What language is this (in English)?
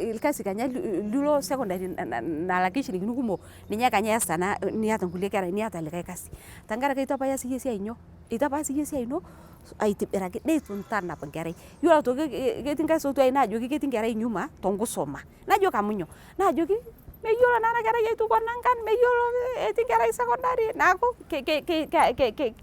Masai